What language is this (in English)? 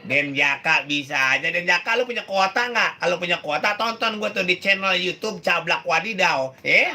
Betawi